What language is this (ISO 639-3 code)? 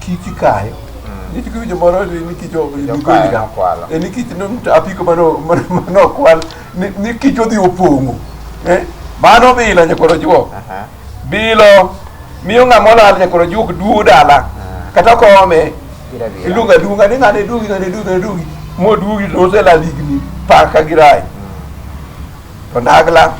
luo